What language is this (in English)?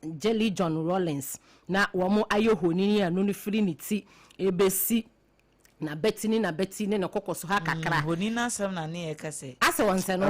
Akan